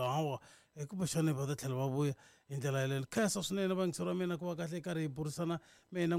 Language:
Tsonga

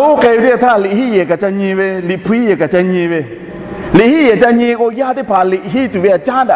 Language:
Lahu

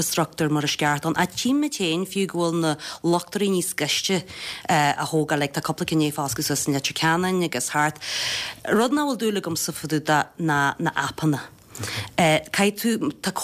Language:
Irish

